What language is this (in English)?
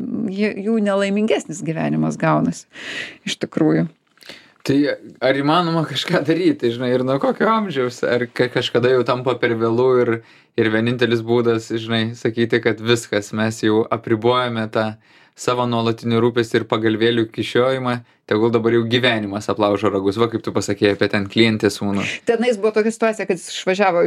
Lithuanian